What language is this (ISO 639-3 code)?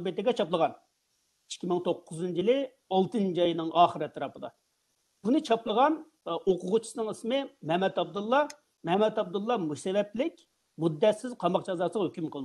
uig